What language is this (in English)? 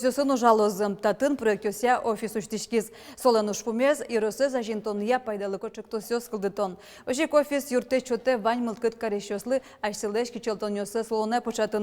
Udmurt